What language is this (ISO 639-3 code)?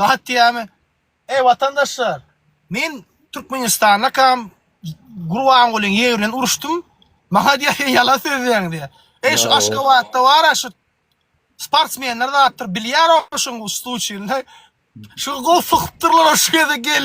tuk